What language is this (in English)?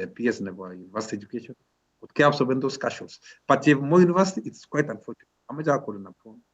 Kalenjin